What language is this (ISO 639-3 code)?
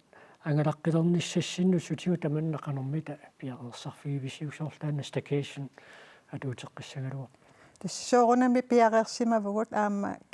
kal